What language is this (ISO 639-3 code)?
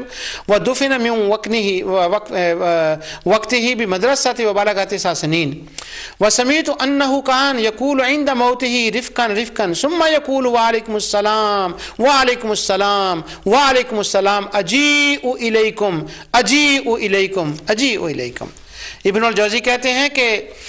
urd